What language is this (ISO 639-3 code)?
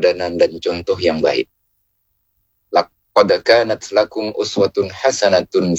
ind